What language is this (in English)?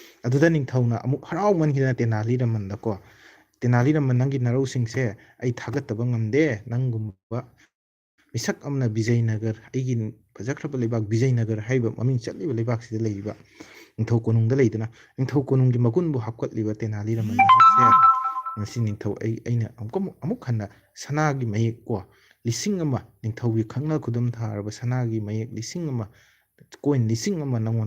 Manipuri